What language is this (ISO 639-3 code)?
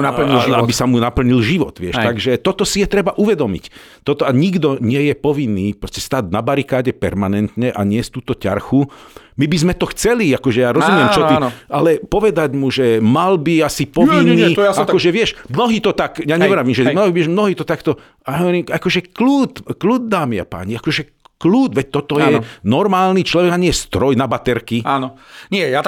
slk